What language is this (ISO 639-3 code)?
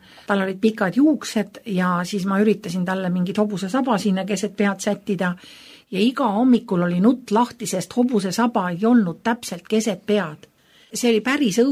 est